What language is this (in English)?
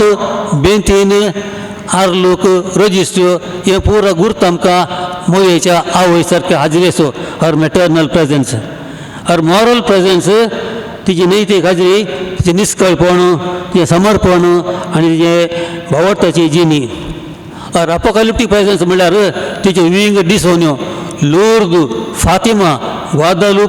Konkani